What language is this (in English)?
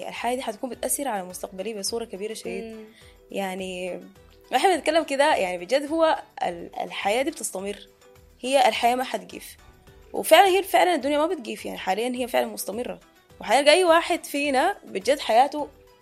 Sudanese Arabic